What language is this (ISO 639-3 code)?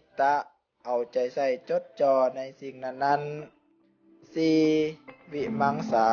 lao